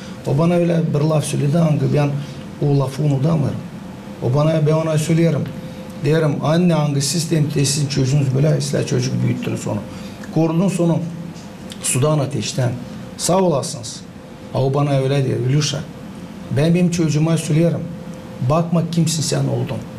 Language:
Gagauz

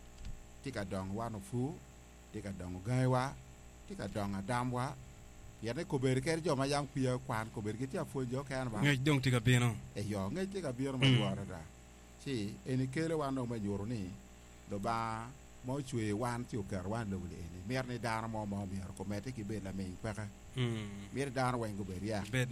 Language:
Acoli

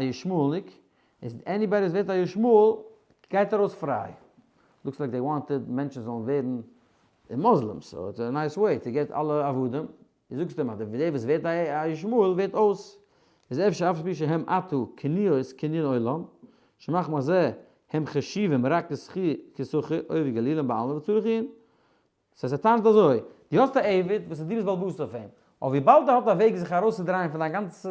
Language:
Yiddish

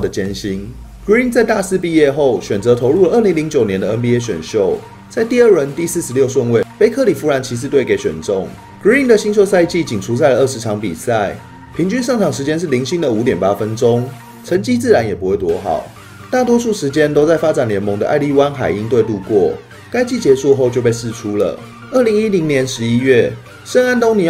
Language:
Chinese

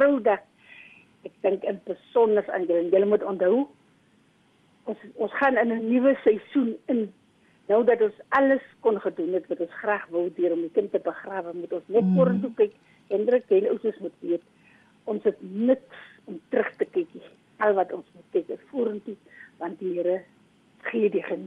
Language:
Afrikaans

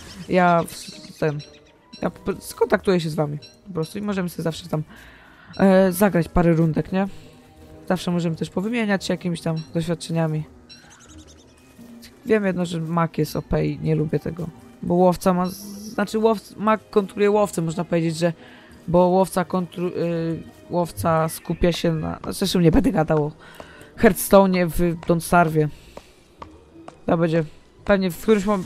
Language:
Polish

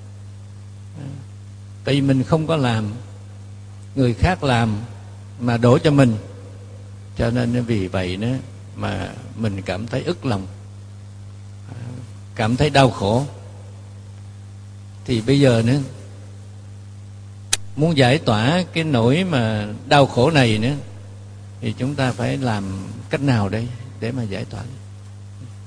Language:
Vietnamese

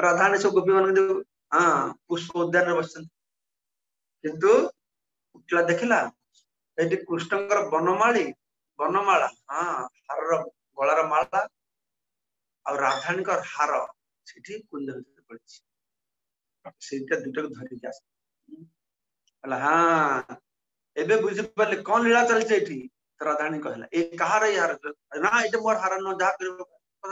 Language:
Odia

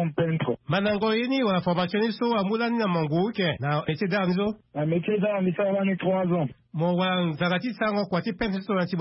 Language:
Sango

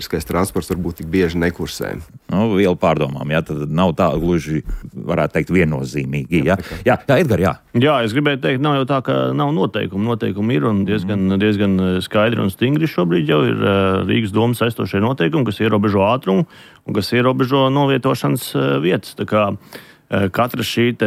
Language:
Latvian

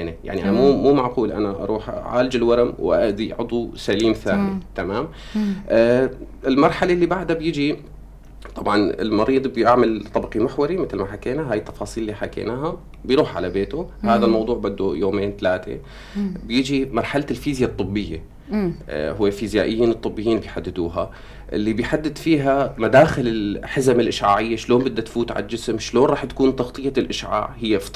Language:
North Levantine Arabic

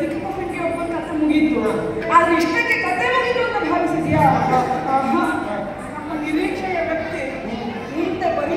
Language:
Kannada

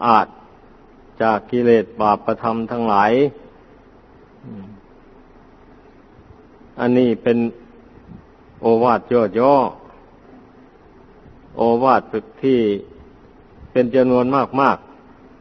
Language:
Thai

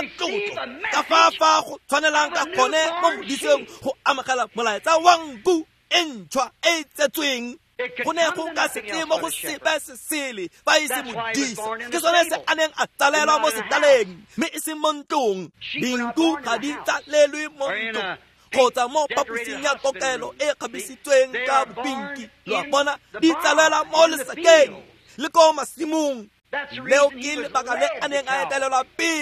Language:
Tswana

